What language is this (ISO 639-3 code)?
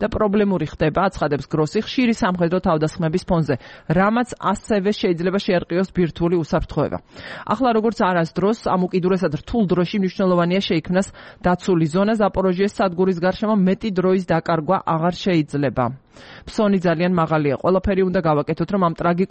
kat